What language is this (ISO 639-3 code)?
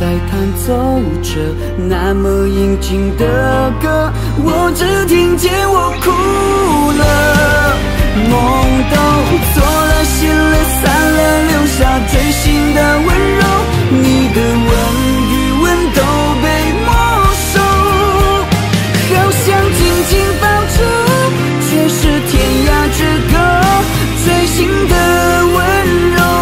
zho